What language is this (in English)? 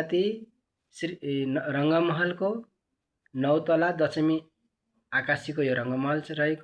Nepali